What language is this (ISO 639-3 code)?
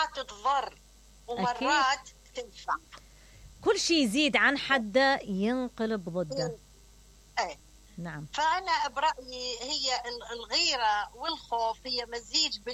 acm